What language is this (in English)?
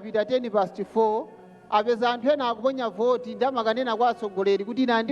Nyanja